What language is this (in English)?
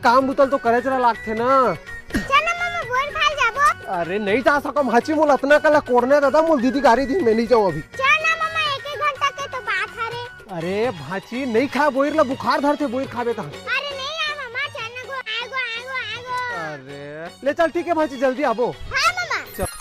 Chhattisgarhi